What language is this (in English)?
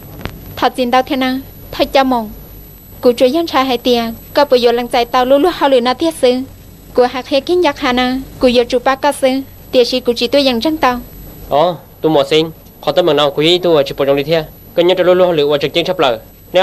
Hmong